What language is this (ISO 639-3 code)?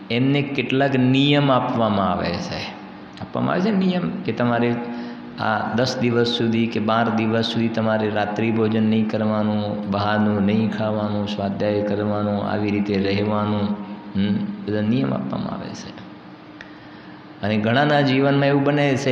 guj